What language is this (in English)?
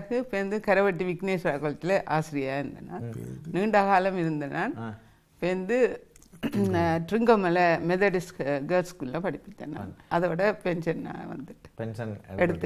Tamil